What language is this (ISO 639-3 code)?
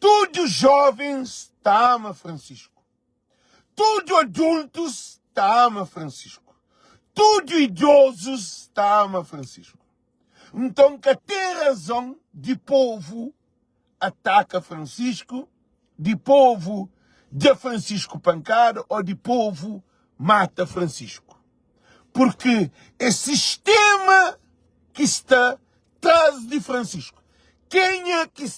kea